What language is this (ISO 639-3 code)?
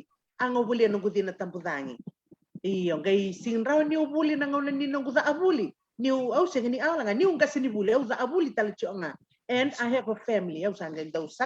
fij